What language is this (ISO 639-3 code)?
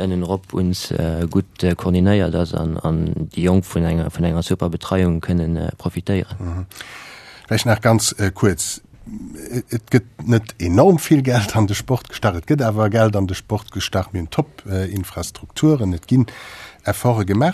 ltz